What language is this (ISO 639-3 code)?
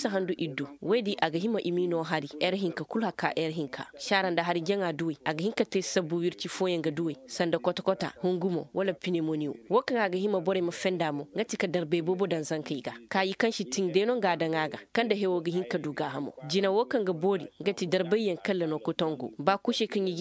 ses